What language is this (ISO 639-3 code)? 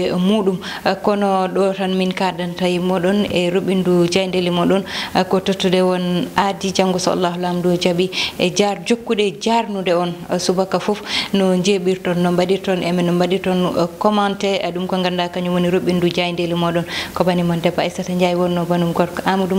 ful